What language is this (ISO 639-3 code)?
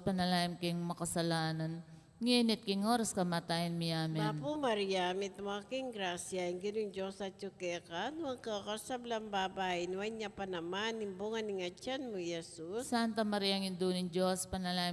pam